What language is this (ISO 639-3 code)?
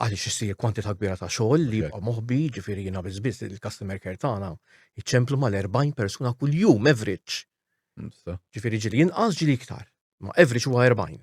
mlt